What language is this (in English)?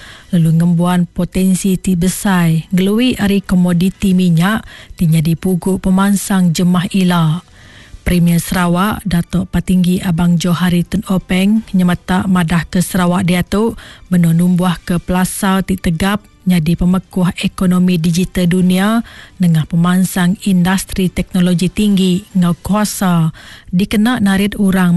Iban